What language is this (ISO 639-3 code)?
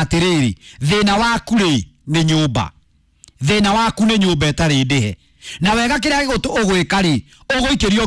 kik